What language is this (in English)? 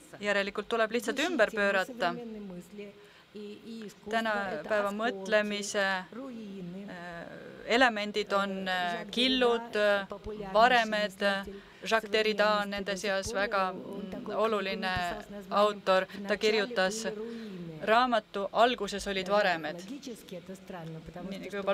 Estonian